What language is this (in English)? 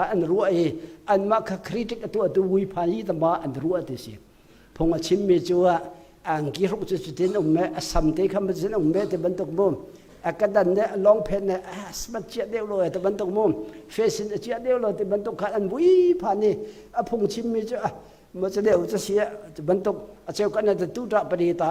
Hakha Chin